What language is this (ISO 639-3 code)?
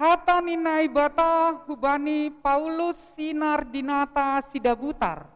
bts